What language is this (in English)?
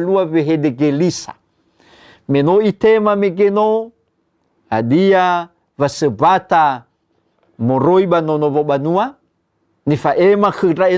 Nias